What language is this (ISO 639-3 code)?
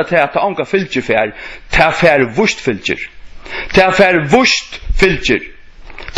fao